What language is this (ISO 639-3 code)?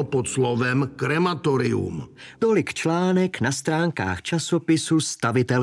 ces